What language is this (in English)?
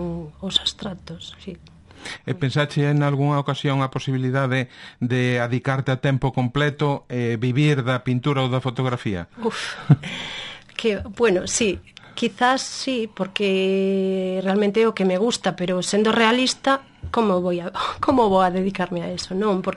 Galician